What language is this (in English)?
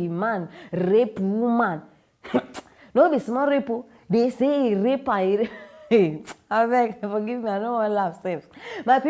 Nigerian Pidgin